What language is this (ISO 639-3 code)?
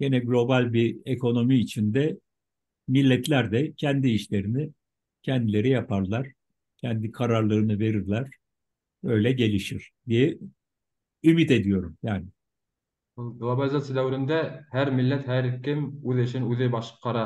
bak